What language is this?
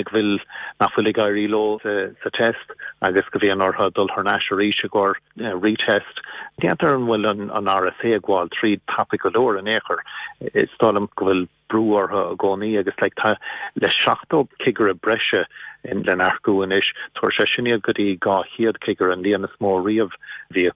Irish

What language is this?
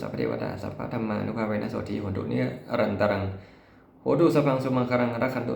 Pali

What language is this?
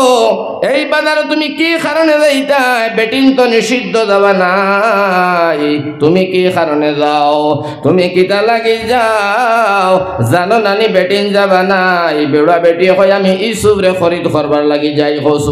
Sylheti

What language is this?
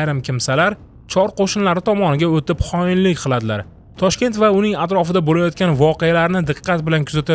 Uzbek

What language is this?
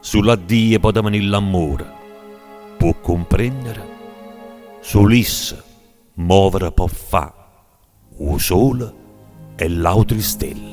Neapolitan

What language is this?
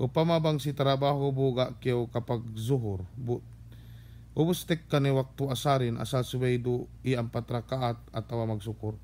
Yakan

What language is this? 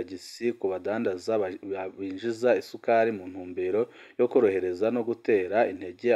Rundi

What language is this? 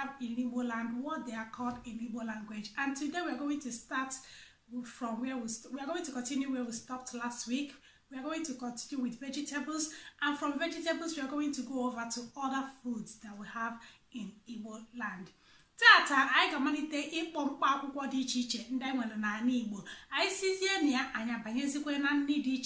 Igbo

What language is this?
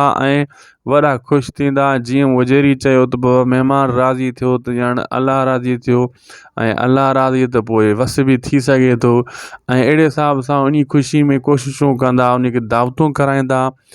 Sindhi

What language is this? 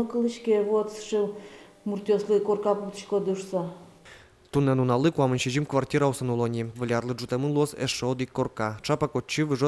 Udmurt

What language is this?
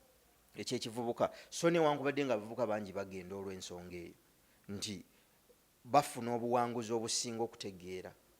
Ganda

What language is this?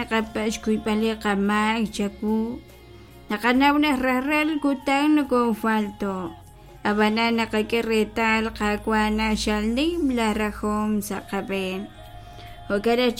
Kekchí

